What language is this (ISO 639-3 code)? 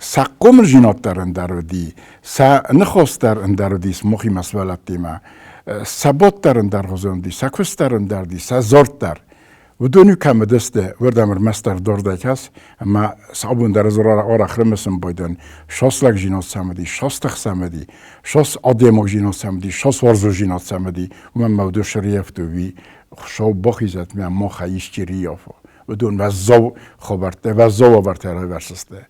oss